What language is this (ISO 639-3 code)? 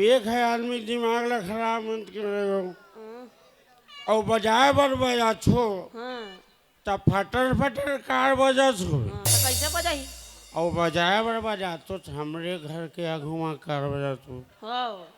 hne